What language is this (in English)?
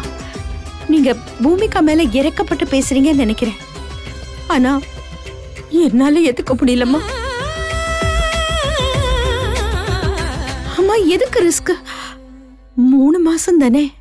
Tamil